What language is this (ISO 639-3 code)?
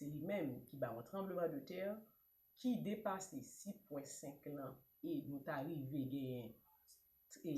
hat